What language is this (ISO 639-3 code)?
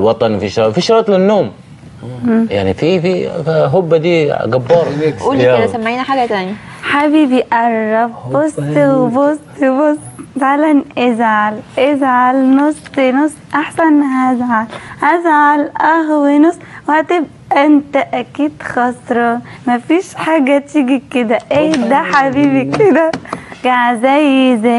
arz